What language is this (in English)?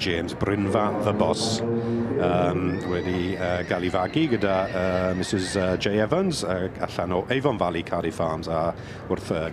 Welsh